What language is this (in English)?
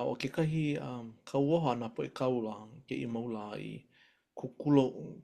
Hawaiian